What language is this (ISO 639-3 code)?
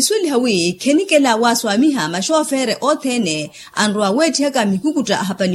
vmw